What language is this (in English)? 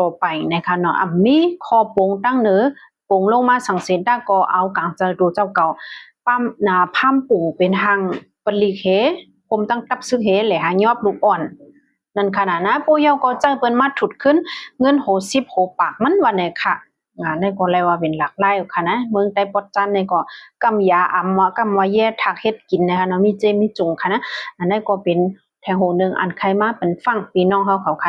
Shan